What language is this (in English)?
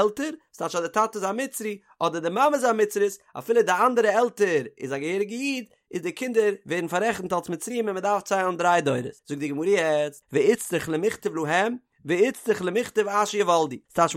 Yiddish